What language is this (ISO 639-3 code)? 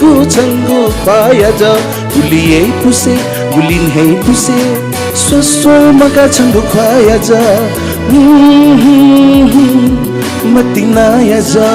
new